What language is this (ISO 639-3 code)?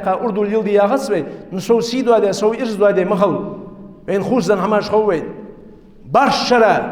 inh